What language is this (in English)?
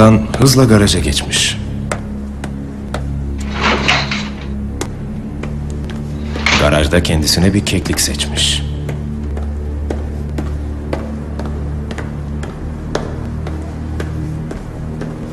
Turkish